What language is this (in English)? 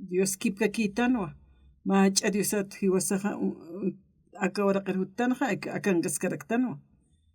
Aymara